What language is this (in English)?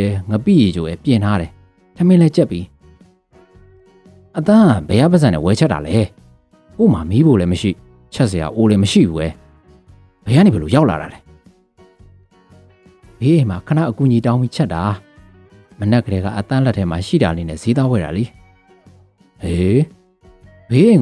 Burmese